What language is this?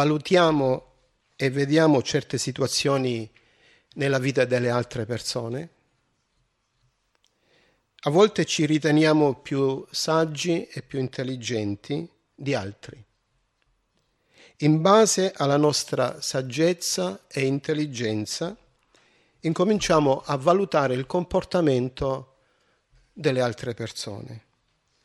Italian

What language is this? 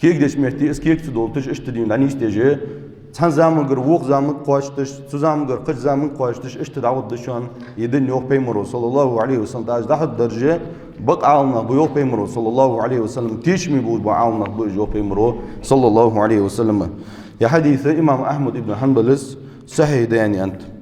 Ingush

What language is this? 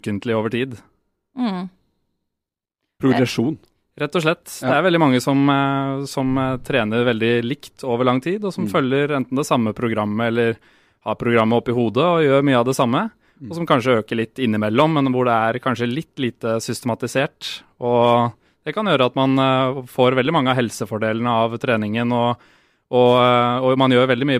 Norwegian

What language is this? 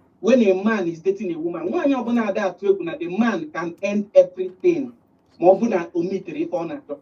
Igbo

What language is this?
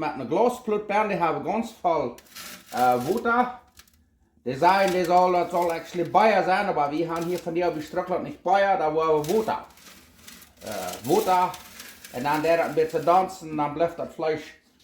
Plautdietsch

